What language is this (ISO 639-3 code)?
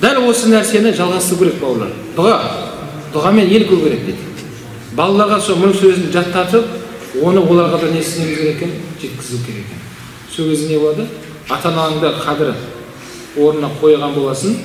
kaz